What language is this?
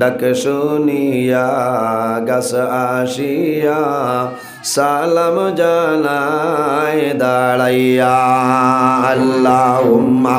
Sylheti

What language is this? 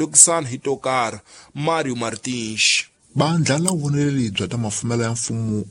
Tsonga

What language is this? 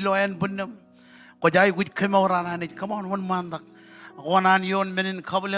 Marshallese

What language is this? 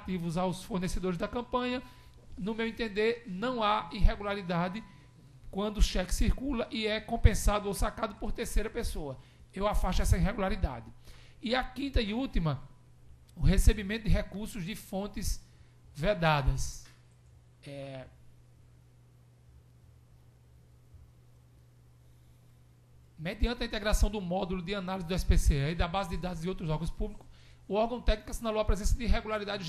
Portuguese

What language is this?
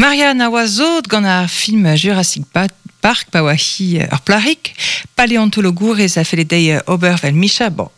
Breton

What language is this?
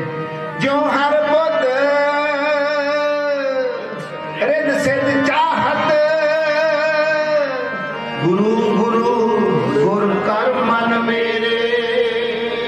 Punjabi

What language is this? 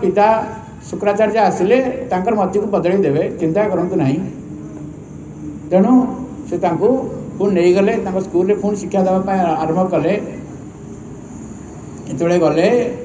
Odia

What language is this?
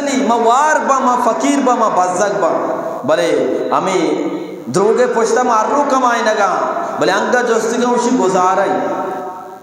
Eastern Balochi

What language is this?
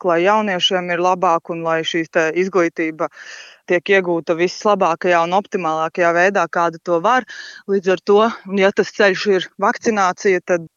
Latvian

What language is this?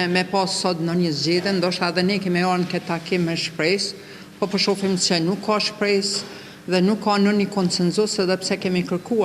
Albanian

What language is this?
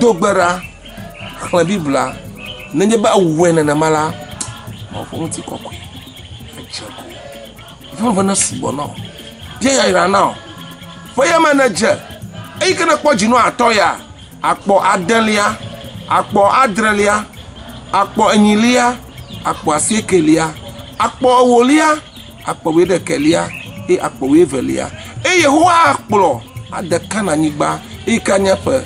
Ewe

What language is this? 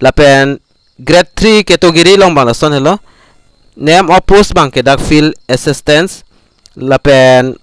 Karbi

